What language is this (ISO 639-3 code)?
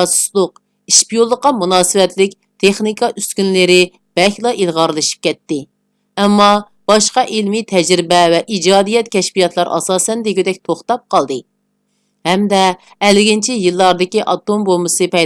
uig